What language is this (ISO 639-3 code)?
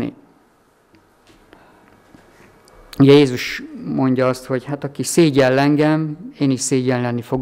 hun